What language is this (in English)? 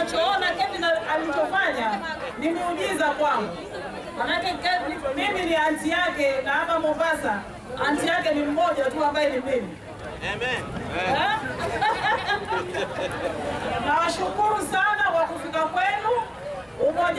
Swahili